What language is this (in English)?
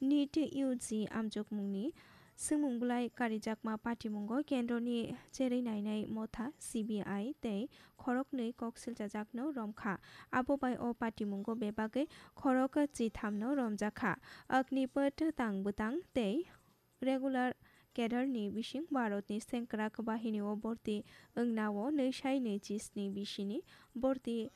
Kok Borok